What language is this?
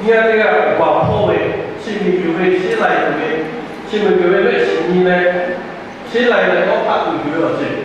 Lahu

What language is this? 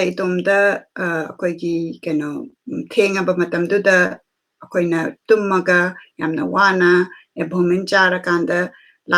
Manipuri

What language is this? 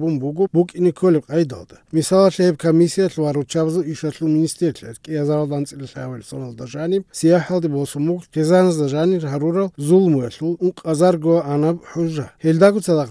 Avaric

